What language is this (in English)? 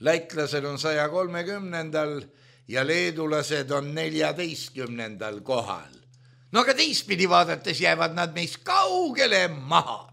Estonian